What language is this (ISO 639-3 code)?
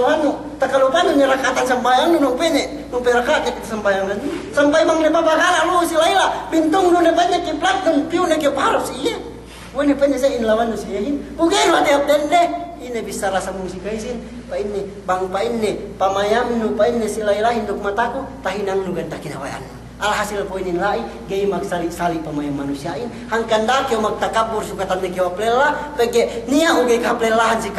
yka